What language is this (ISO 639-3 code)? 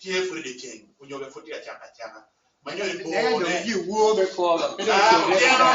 ach